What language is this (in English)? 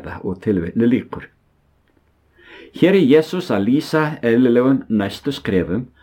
Icelandic